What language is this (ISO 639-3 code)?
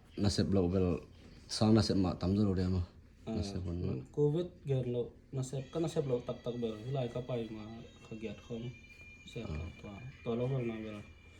ctd